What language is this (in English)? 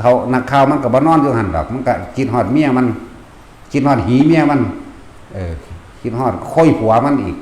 Northeastern Thai